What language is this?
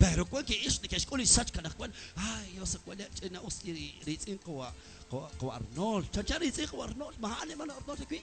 Kekchí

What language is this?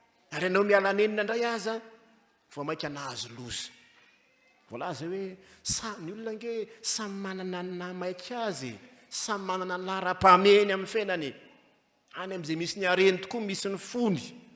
Malagasy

